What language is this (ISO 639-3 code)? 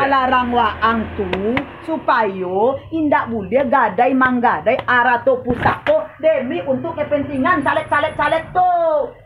min